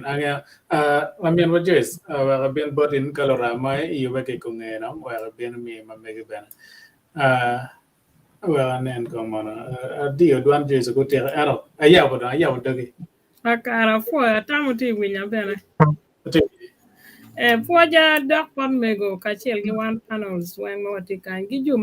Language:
Acoli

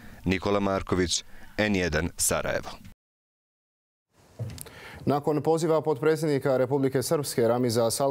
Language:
Bosnian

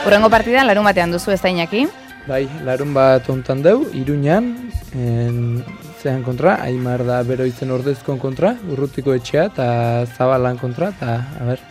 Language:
Basque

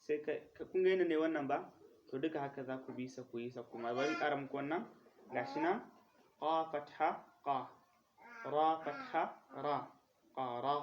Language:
Hausa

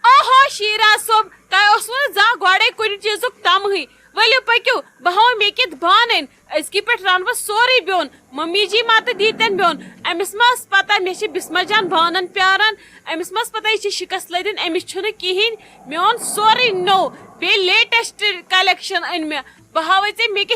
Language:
Kashmiri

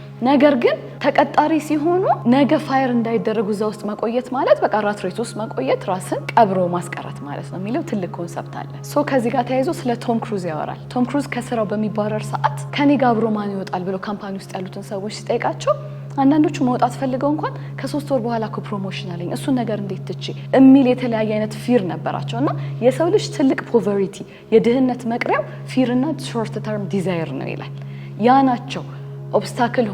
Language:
Amharic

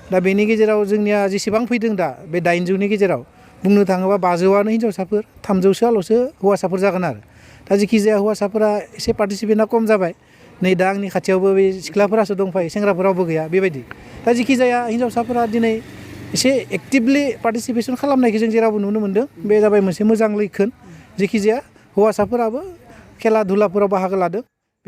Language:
Bodo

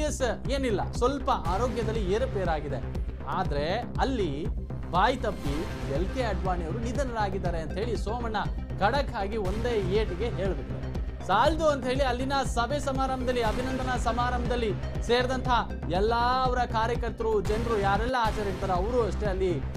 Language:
Kannada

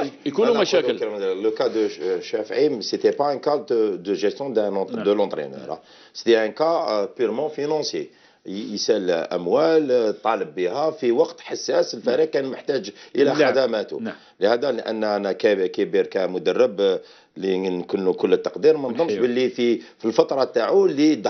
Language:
Algerian Arabic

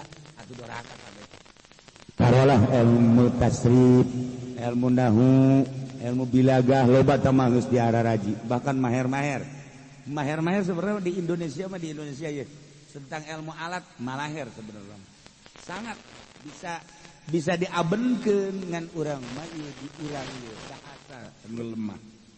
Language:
Sundanese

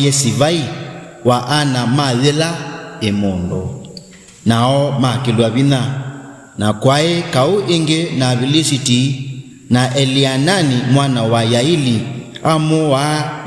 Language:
Kamba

